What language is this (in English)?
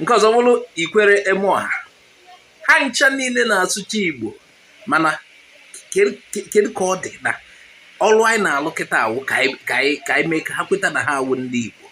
Igbo